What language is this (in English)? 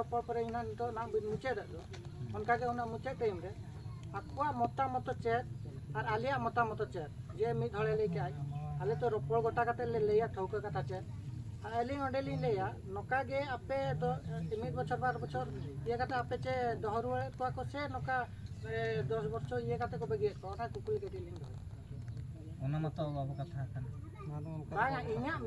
Santali